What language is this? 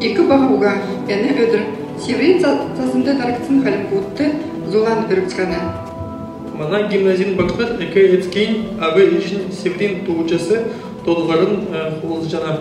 Kalmyk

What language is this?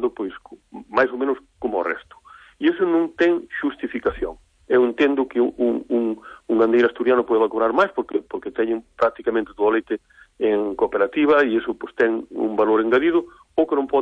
Galician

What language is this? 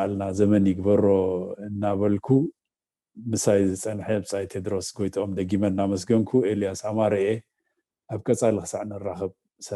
Tigrinya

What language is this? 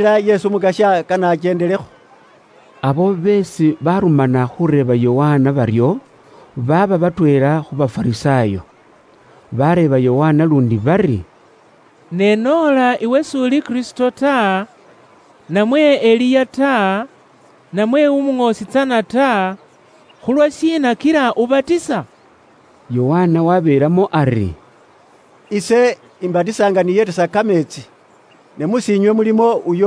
Luyia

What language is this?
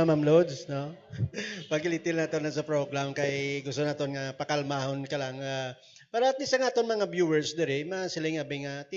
Hiligaynon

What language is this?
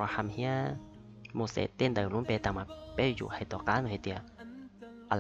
Hmong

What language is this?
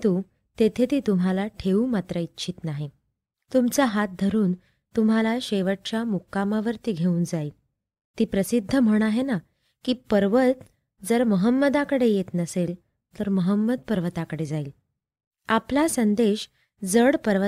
Marathi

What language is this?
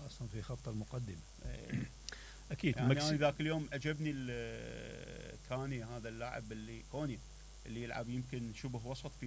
Mesopotamian Arabic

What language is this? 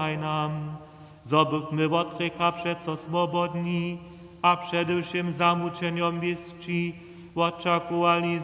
Upper Sorbian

